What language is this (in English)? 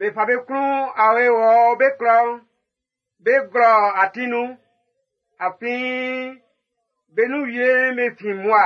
Baoulé